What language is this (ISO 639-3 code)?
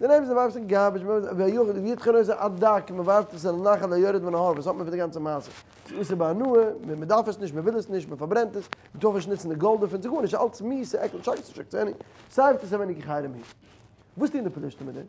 yid